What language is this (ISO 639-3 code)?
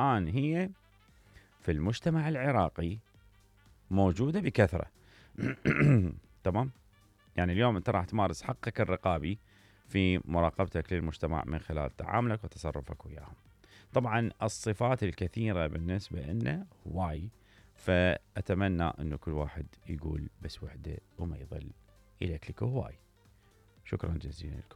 acm